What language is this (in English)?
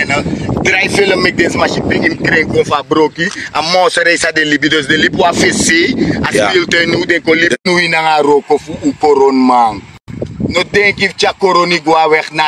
Sranan Tongo